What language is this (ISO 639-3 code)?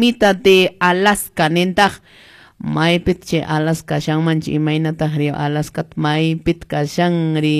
que